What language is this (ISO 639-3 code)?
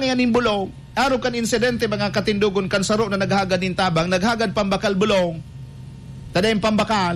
bik